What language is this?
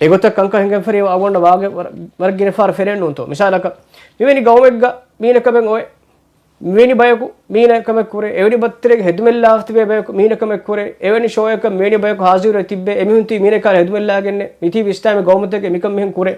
Divehi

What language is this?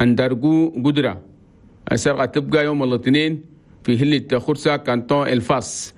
Chadian Arabic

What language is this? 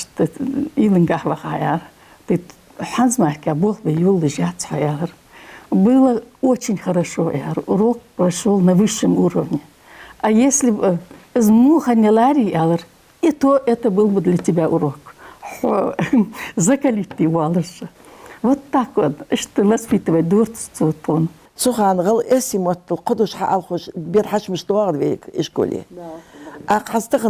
Ingush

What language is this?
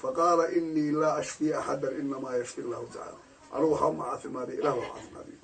Somali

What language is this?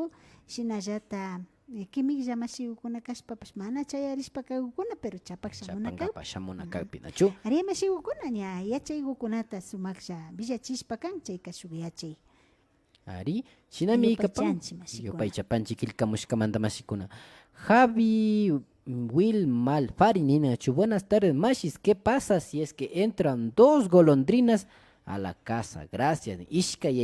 Imbabura Highland Quichua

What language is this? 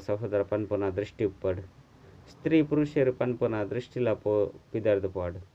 Tulu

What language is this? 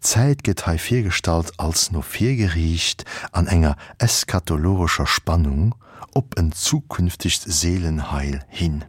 Luxembourgish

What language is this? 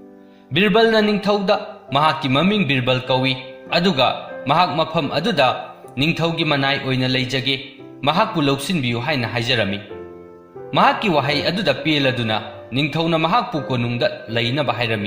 Manipuri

